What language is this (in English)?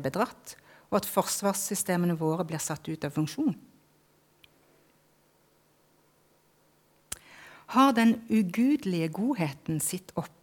Norwegian